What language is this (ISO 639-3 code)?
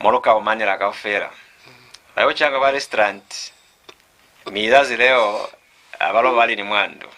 loz